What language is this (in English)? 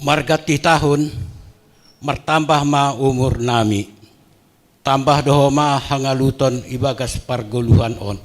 Batak Simalungun